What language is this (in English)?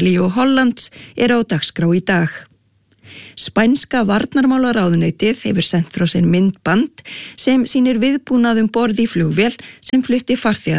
Icelandic